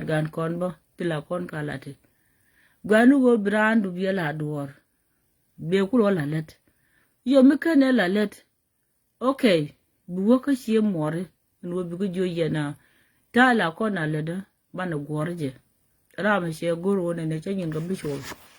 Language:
Nuer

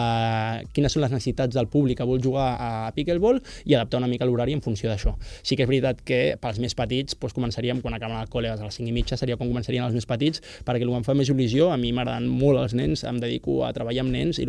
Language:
Catalan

